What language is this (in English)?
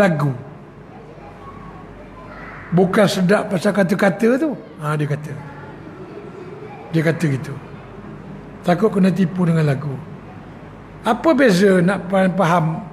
Malay